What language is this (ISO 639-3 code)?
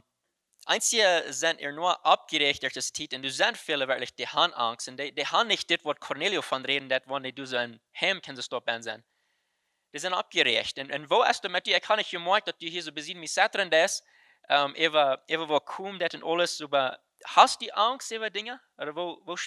pdt